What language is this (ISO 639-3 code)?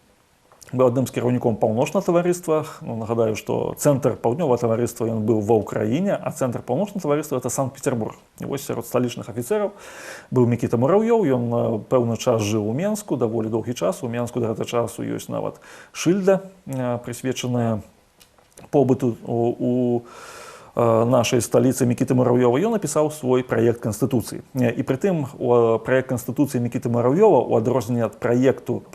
bel